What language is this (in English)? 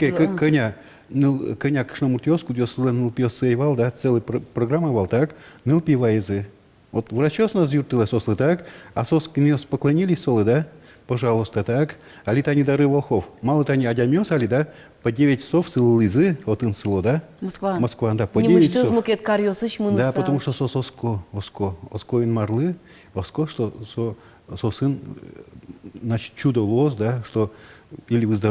Udmurt